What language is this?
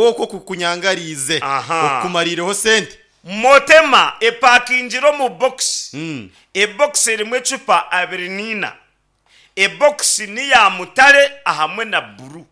Nyankole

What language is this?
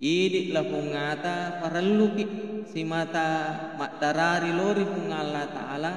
Buginese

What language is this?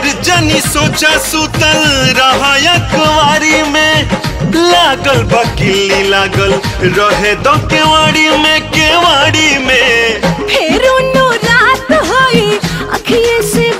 Bhojpuri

